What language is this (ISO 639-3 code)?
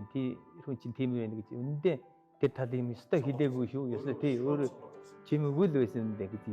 mon